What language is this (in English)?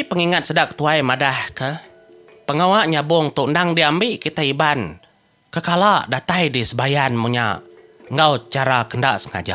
Iban